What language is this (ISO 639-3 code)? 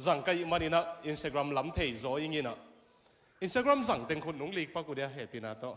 ctd